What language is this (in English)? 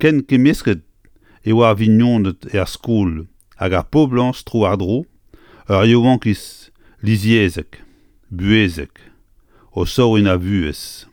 Breton